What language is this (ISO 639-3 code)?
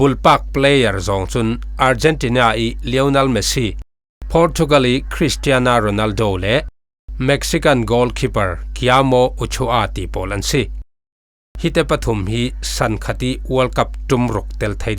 cfm